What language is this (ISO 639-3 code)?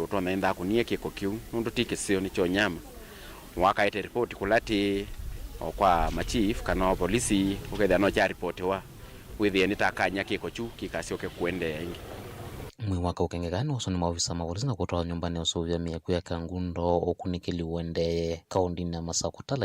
kam